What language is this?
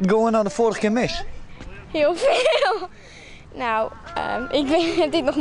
Western Frisian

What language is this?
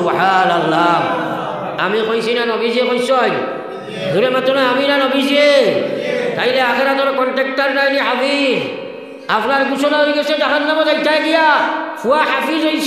Sylheti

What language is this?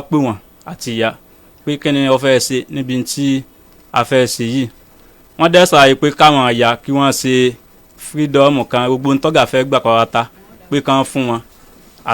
Yoruba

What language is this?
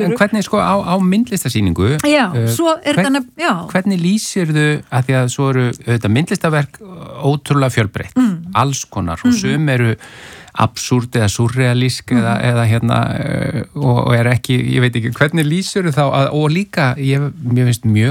Icelandic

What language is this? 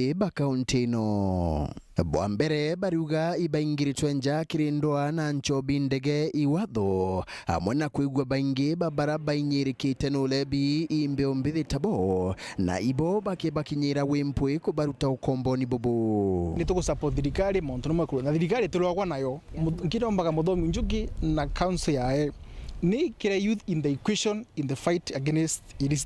Meru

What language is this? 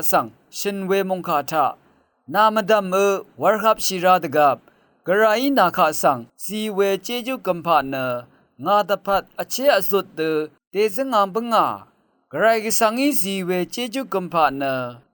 Rawang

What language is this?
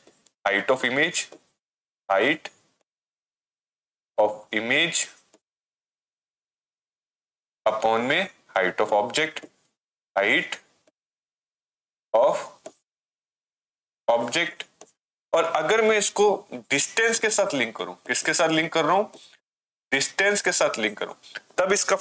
Hindi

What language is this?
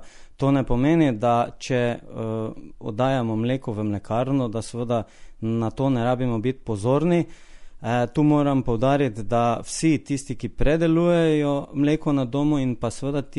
Slovenian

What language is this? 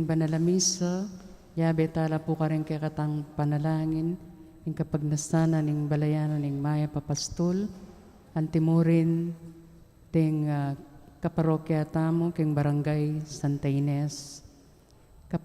Pampanga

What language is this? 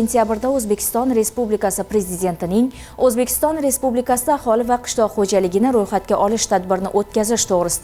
Uzbek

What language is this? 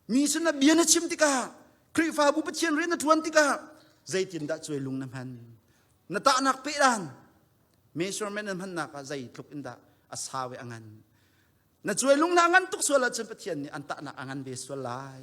Hakha Chin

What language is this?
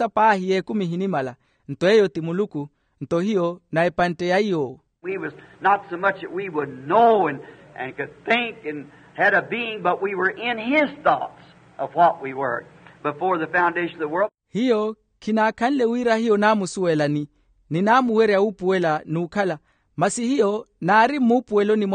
Makhuwa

